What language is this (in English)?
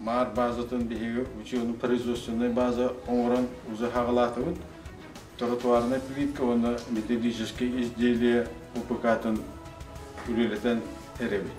Yakut